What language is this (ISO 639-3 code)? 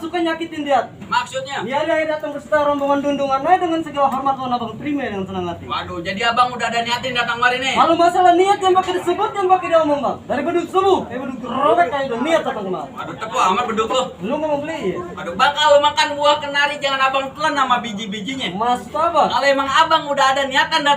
bew